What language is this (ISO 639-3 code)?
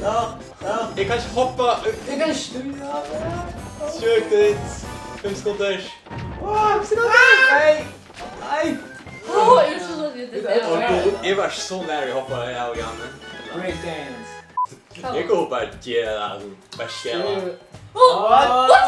fao